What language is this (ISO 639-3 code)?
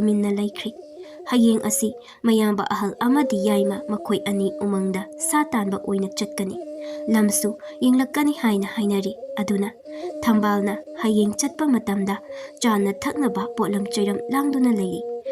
mni